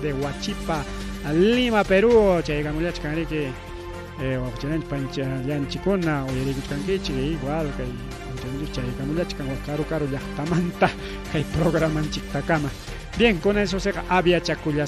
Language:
Ayacucho Quechua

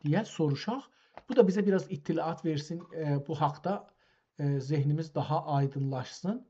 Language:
South Azerbaijani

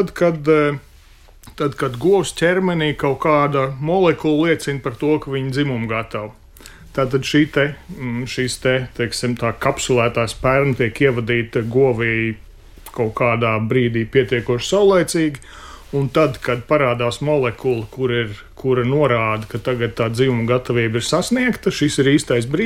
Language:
Latvian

